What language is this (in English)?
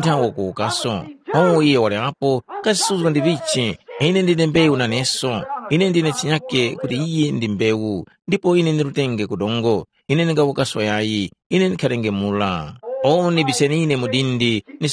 Tumbuka